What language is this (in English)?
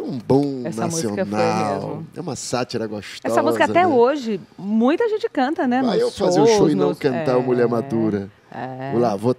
Portuguese